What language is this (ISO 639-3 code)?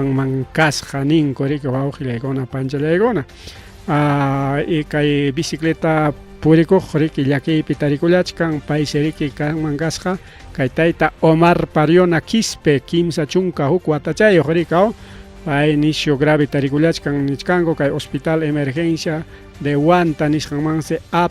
quy